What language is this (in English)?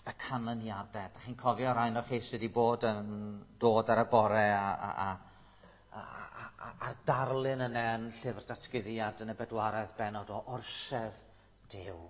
Welsh